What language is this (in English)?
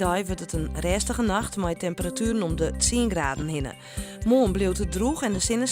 Western Frisian